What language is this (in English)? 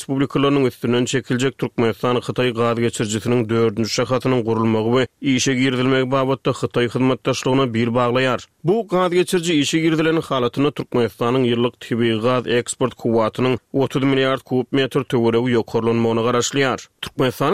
Turkmen